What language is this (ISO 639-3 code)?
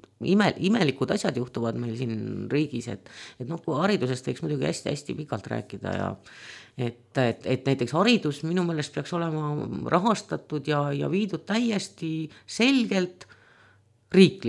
est